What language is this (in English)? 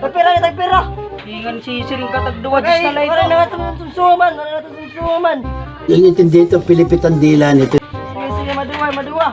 Waray